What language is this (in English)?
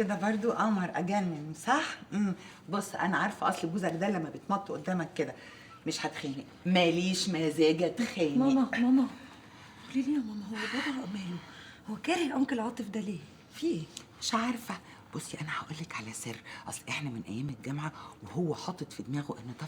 Egyptian Arabic